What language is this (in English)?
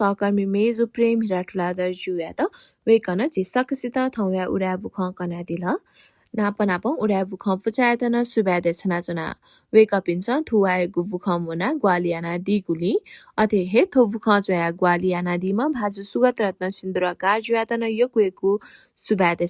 Newari